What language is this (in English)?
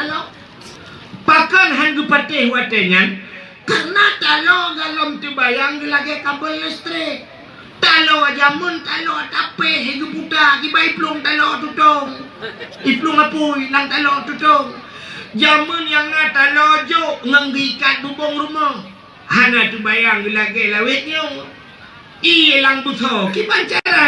Achinese